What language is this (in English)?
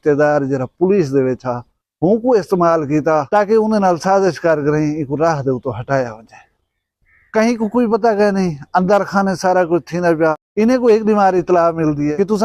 Saraiki